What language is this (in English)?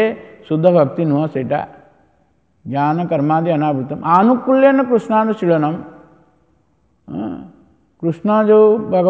Odia